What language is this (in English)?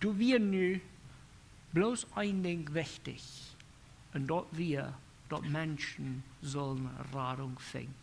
Plautdietsch